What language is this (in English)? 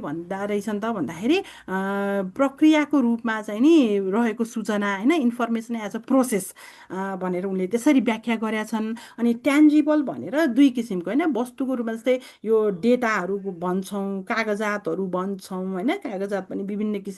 Nepali